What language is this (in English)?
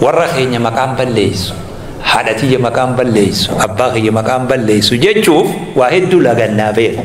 Oromo